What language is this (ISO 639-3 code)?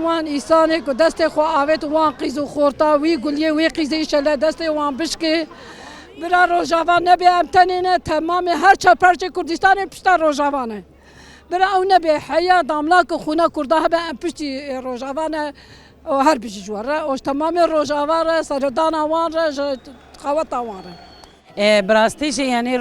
kur